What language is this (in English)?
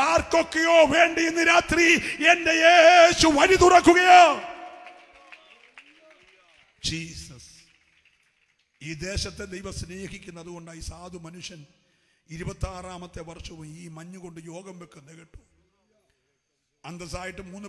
Malayalam